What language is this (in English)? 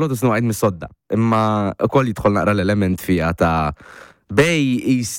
Maltese